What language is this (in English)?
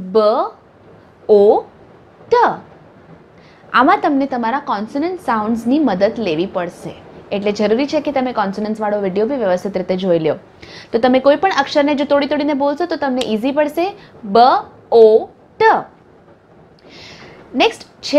Gujarati